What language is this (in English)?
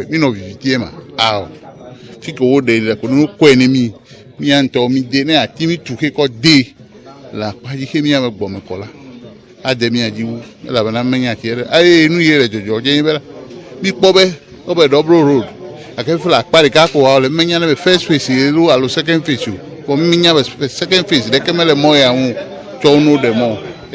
Ewe